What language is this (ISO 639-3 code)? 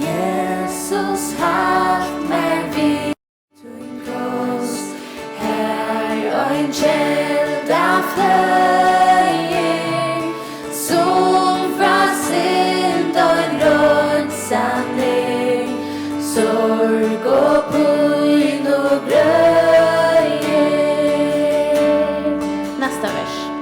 fao